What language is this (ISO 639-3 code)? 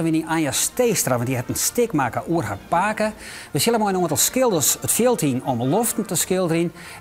fry